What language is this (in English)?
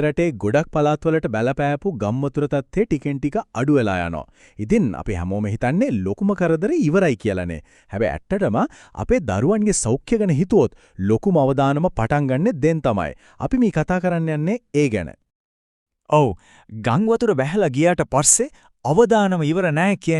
Sinhala